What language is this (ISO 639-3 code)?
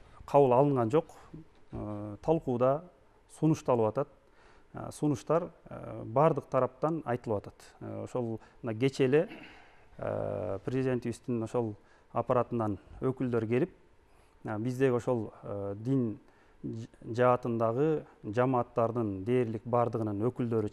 kir